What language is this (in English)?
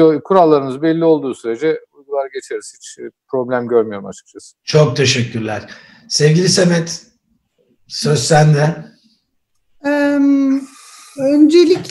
Turkish